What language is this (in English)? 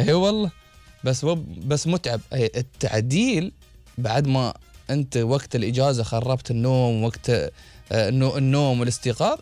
Gulf Arabic